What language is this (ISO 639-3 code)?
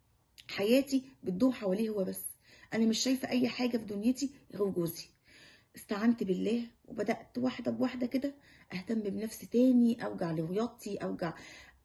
arz